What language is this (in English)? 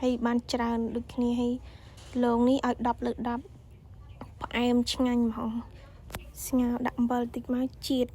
Khmer